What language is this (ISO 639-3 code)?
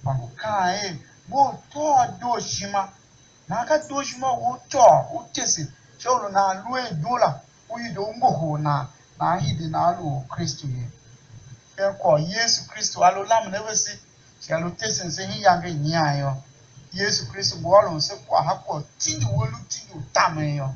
tiv